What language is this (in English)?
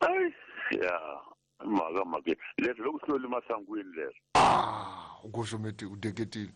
Tsonga